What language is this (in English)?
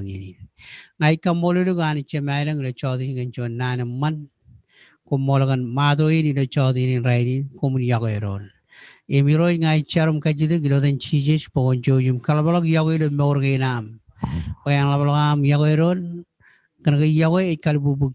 Marshallese